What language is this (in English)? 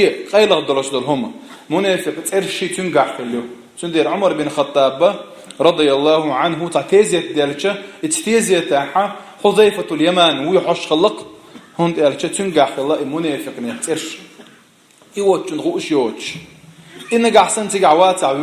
Chechen